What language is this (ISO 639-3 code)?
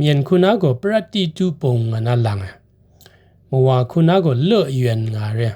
kac